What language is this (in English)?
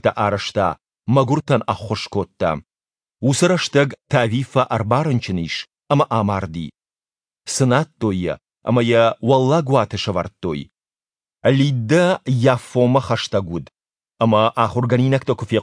Ossetic